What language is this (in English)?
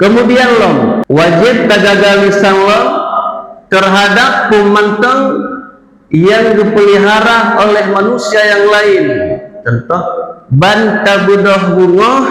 Achinese